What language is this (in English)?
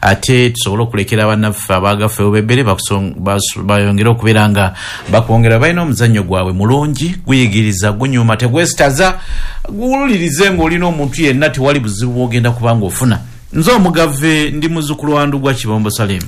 Ganda